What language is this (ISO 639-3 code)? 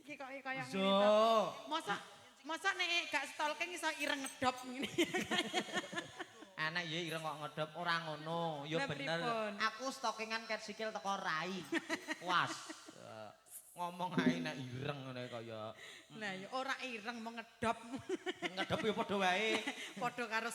jav